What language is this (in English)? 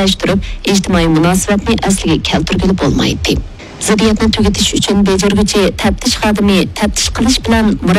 Uyghur